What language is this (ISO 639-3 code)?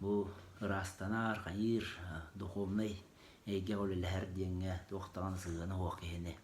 sah